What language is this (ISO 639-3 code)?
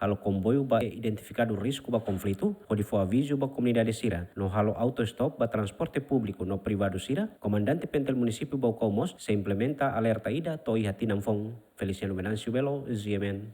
tet